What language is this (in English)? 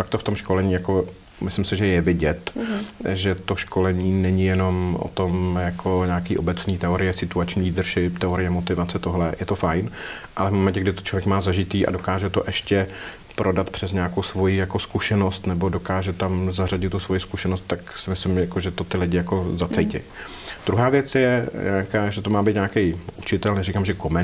Czech